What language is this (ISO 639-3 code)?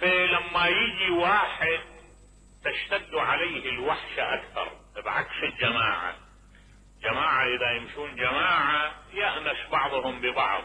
acm